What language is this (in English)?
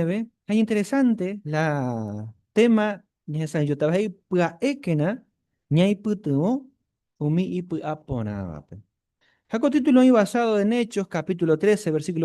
Guarani